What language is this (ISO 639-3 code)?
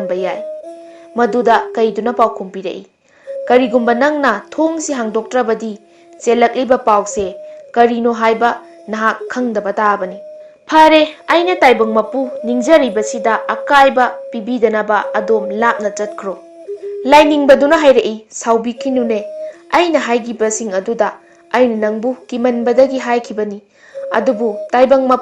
mni